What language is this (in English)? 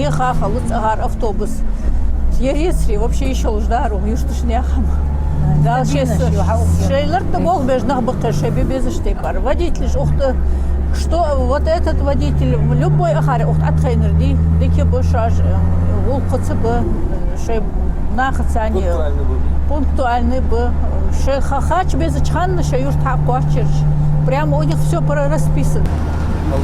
Ingush